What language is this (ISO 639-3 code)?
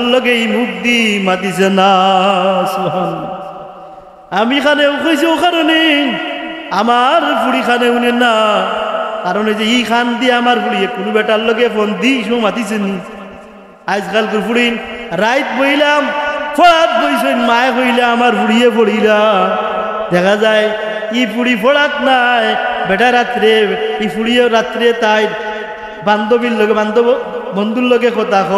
syl